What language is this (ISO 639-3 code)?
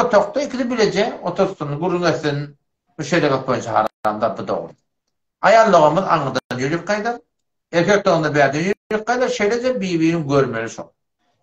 tuk